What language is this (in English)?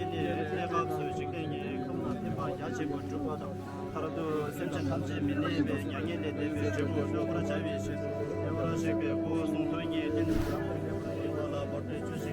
Tibetan